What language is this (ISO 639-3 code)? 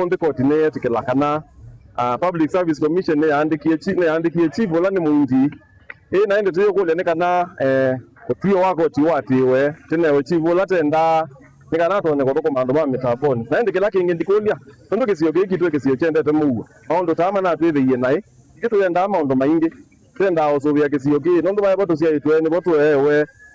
kam